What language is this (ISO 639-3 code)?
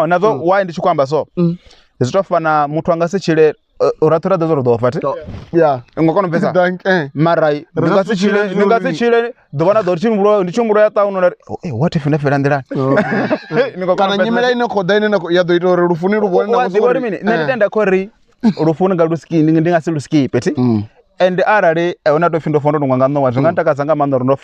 ven